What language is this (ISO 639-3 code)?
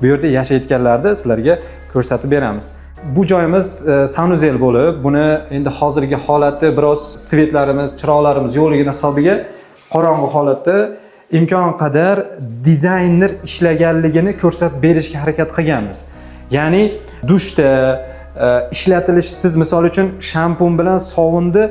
uzb